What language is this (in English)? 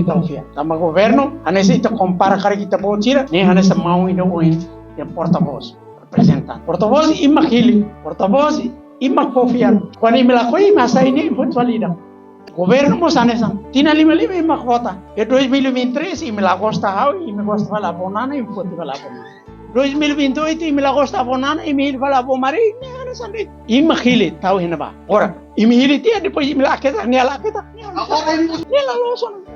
Tetum